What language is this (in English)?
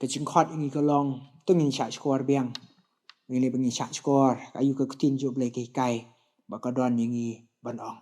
Khasi